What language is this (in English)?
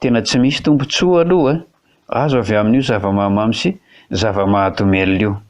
Malagasy